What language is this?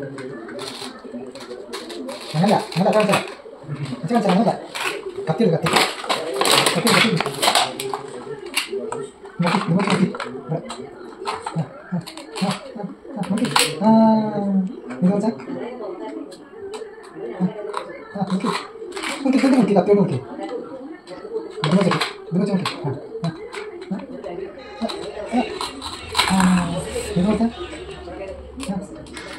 Malayalam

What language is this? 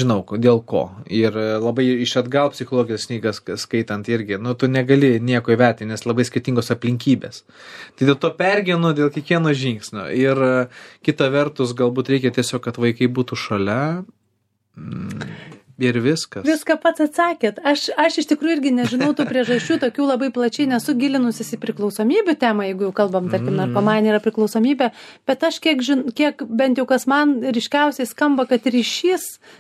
Lithuanian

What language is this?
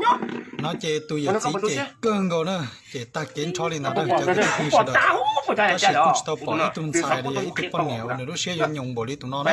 Hmong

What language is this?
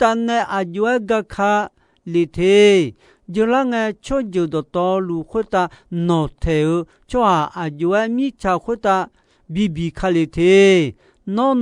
Akha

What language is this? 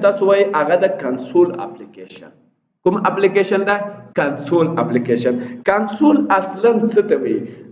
Pashto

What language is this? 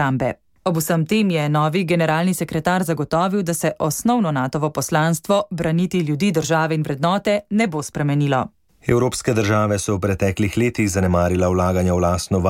Slovenian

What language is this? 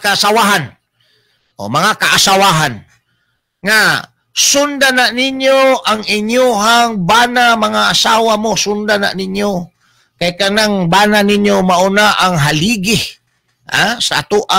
Cebuano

